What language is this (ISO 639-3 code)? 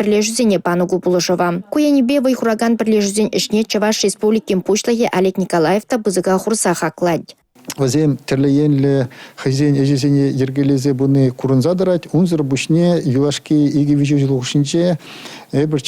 chv